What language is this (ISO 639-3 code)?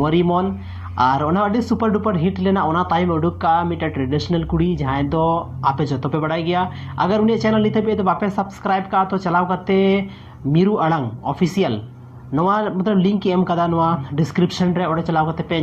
sat